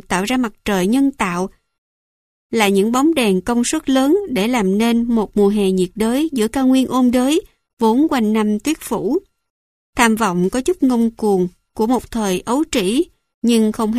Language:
Vietnamese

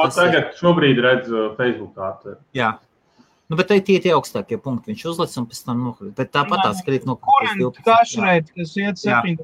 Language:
Latvian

